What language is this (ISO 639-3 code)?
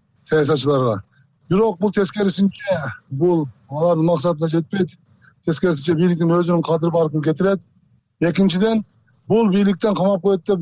kir